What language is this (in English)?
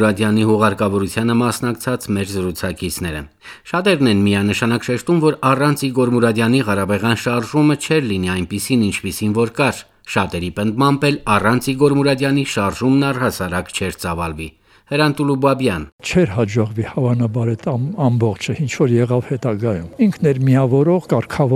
Armenian